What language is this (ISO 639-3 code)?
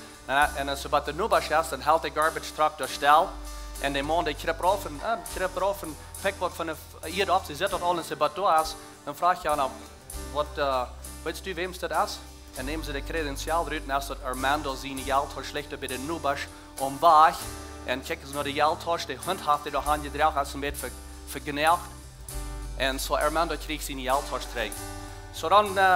pdt